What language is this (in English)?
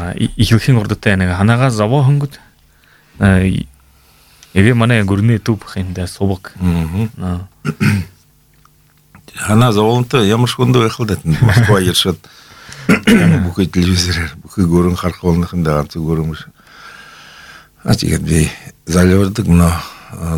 Buriat